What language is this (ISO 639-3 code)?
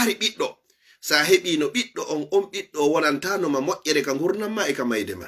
ful